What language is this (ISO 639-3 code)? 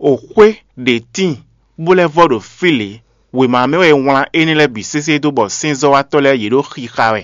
fon